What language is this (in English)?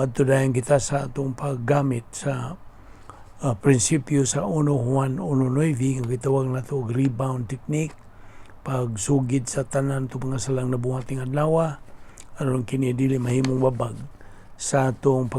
Cebuano